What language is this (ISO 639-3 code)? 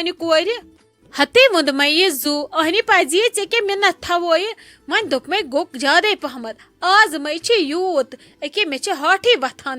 kas